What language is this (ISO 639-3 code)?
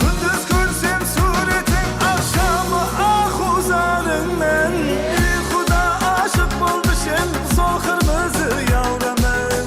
kaa